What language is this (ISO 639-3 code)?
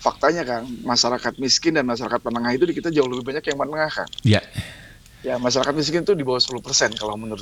ind